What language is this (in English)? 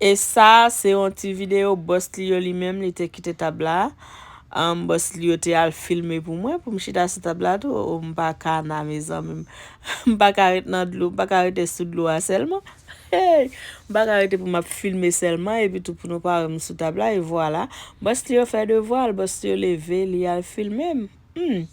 Haitian Creole